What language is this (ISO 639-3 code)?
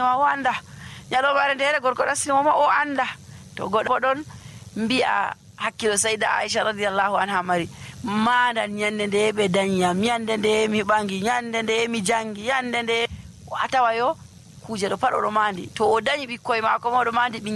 fuv